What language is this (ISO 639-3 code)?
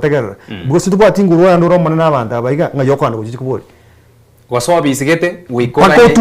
guz